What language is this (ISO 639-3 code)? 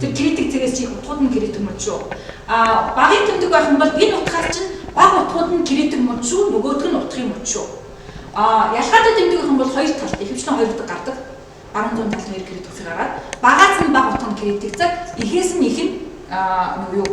mon